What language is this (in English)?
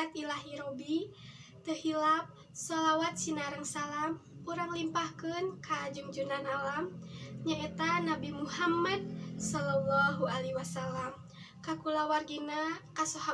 Sundanese